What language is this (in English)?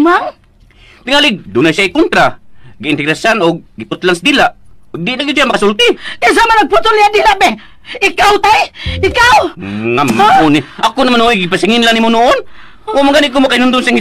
Cebuano